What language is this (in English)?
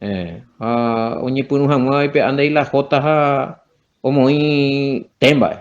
Guarani